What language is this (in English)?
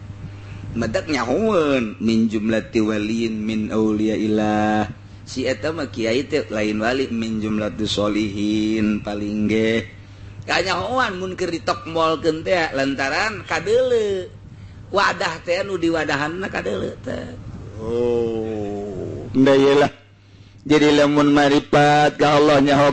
Sundanese